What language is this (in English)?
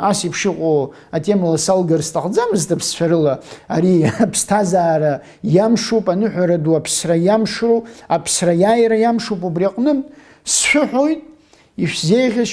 Abkhazian